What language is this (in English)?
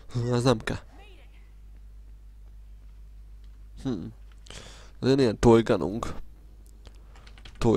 Hungarian